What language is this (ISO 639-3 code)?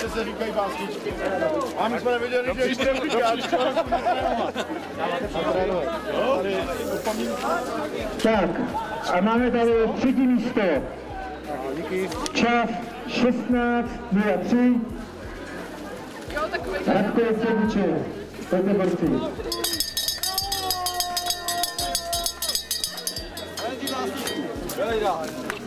ces